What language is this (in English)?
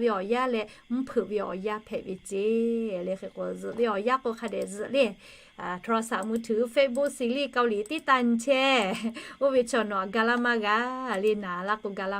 Lahu